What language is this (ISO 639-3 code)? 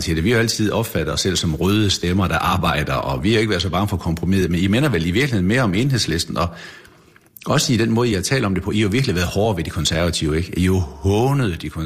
dan